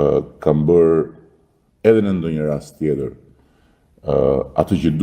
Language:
Albanian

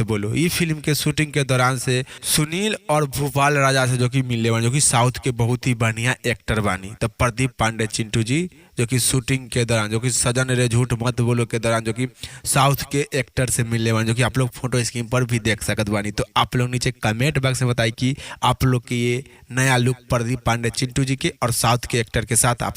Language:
Bhojpuri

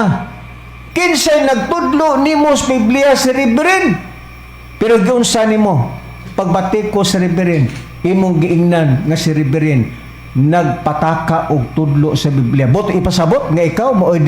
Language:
Cebuano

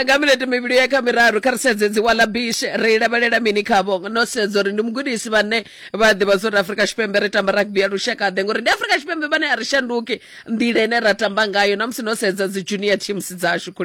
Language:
Venda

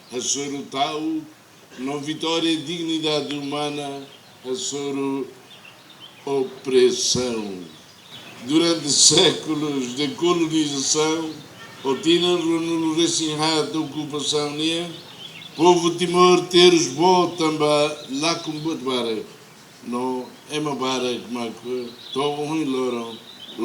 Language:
Tetum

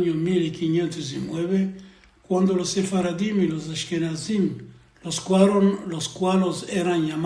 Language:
Ladino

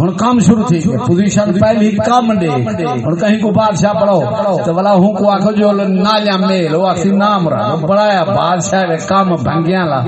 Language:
Saraiki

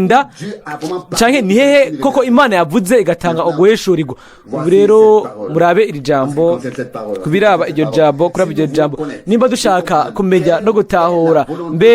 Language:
Rundi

